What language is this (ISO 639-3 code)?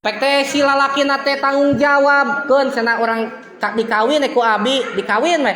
sun